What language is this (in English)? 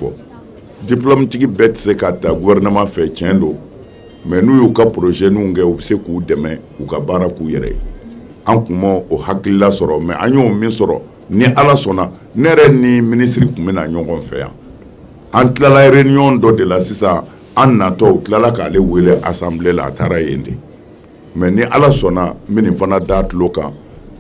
Bambara